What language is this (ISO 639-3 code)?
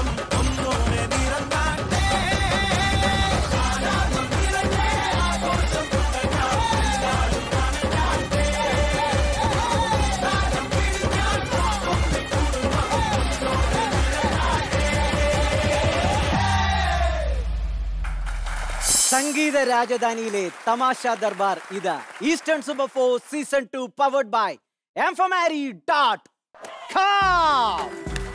mal